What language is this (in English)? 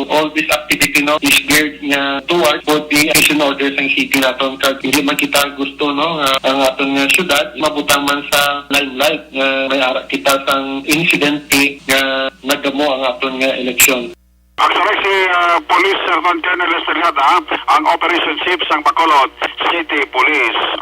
Hiligaynon